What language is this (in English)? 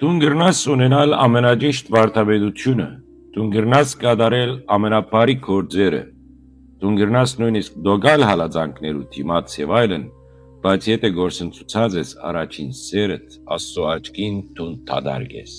Western Armenian